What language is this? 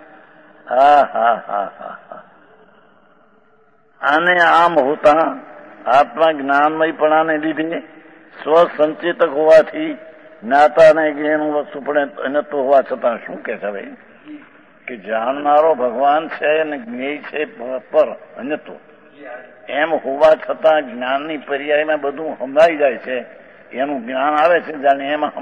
Gujarati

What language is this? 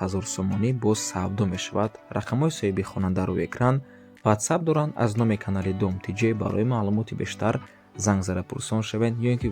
Tajik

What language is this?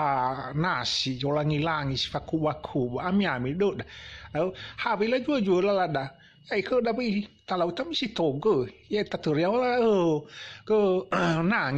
Nias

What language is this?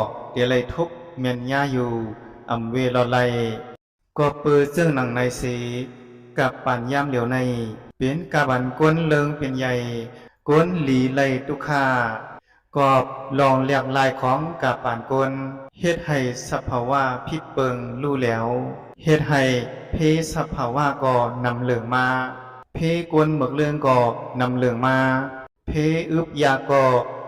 Shan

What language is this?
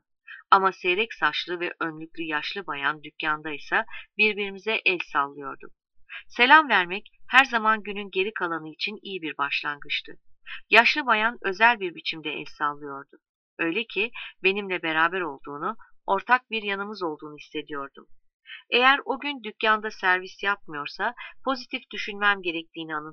Turkish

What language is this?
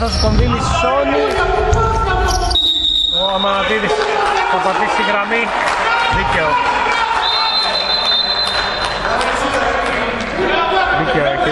Greek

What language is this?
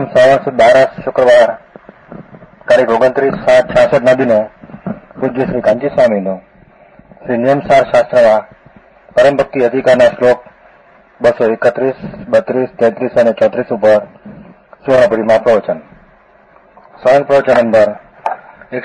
Gujarati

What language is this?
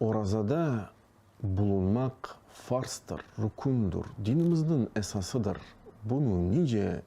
Crimean Tatar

